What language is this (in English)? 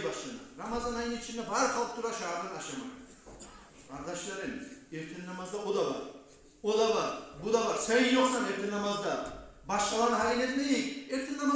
Kumyk